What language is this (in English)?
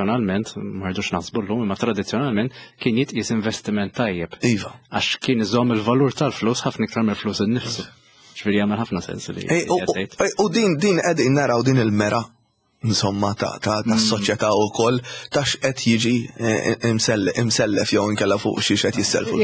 Maltese